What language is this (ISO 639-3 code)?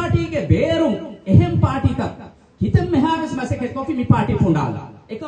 div